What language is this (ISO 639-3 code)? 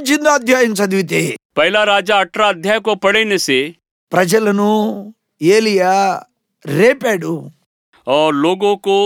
tel